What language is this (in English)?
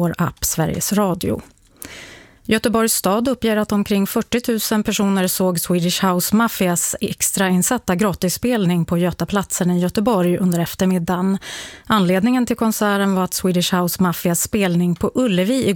Swedish